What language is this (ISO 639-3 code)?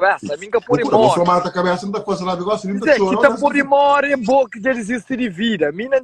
kea